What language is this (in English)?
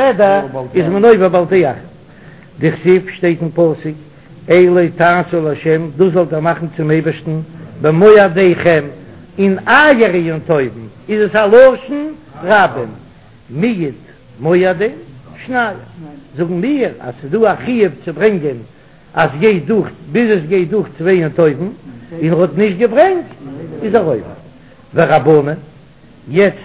Yiddish